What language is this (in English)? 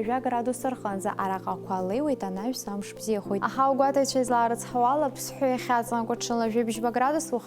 Abkhazian